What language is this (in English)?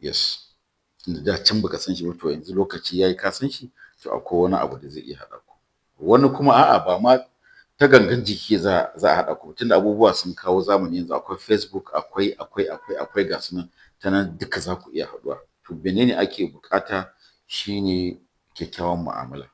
Hausa